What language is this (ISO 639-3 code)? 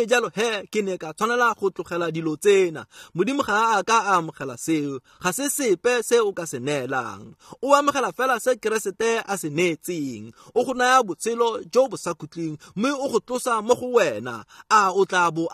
tsn